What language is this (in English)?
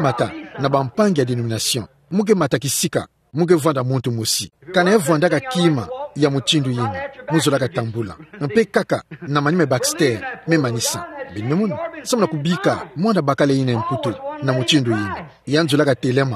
Kituba (Democratic Republic of Congo)